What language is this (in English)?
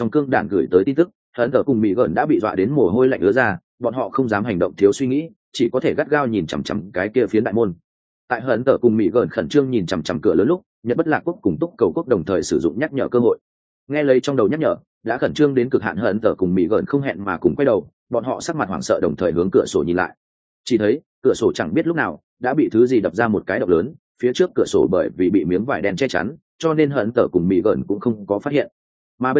Vietnamese